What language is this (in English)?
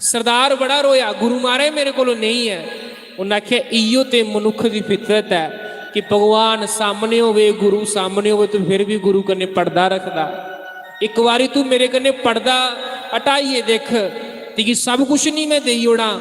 Dogri